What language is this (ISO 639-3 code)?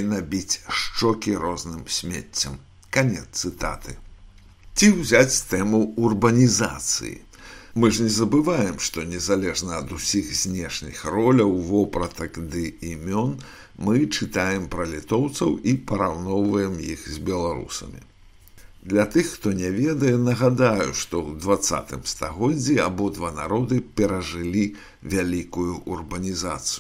bel